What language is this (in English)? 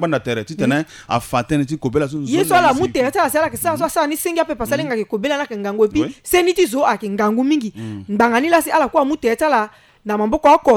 Sango